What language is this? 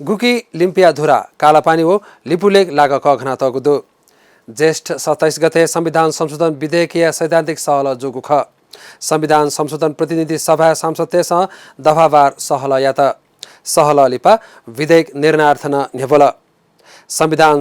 Newari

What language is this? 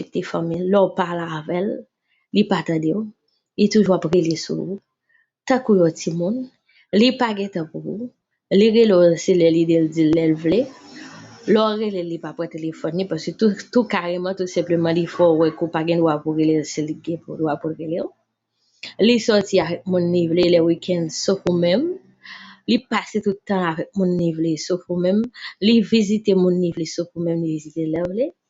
Haitian Creole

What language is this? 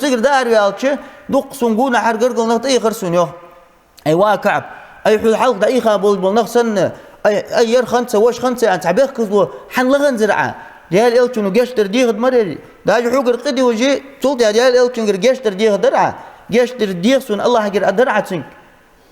Ingush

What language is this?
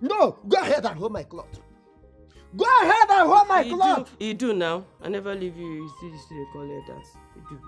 Nigerian Pidgin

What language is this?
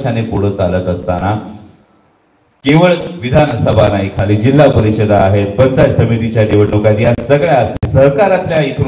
Marathi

